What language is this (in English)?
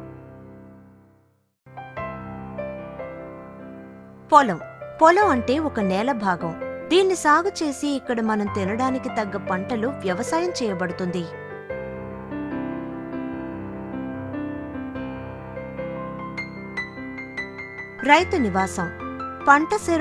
Telugu